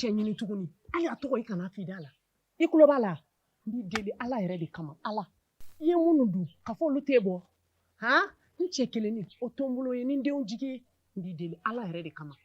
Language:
Bambara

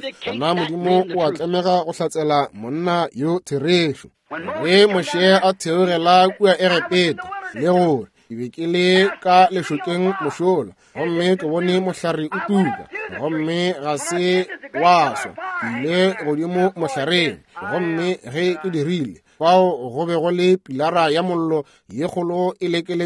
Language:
Northern Sotho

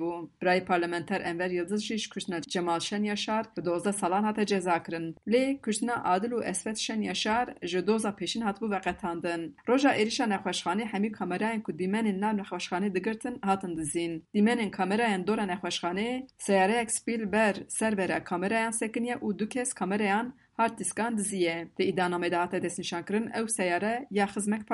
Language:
Kurdish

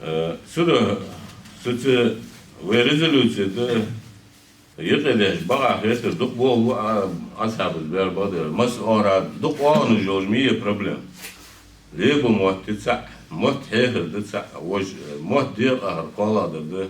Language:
Ingush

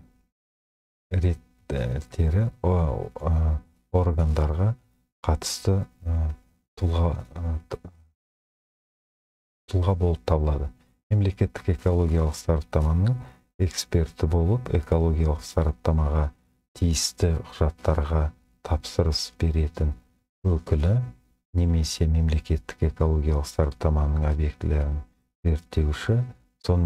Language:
Kazakh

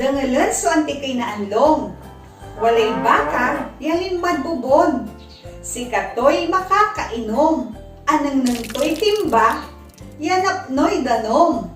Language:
Pangasinan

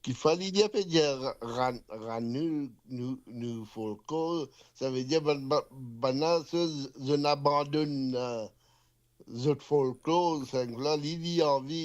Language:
Morisyen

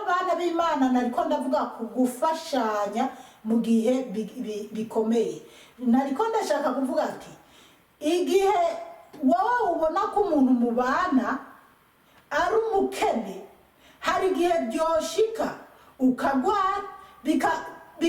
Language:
Rundi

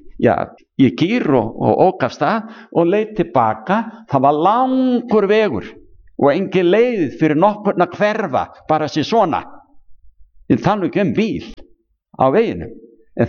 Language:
Icelandic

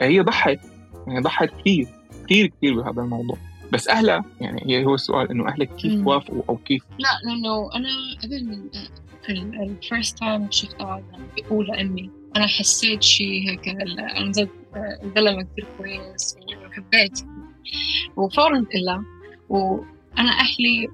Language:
North Levantine Arabic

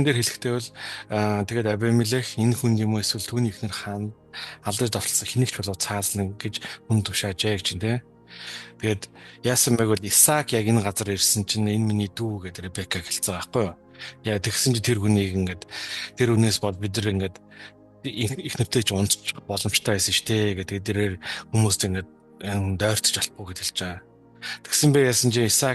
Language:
Mongolian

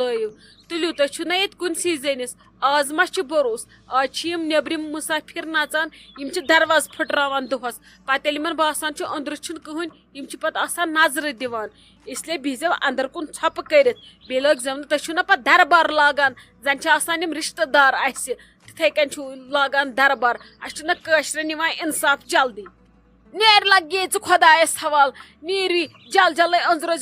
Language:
Kashmiri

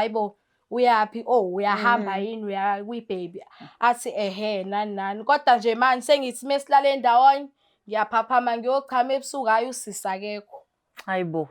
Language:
Zulu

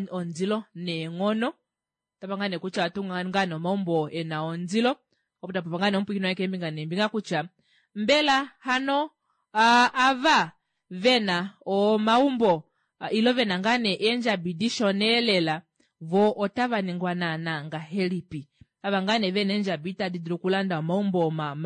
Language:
Kuanyama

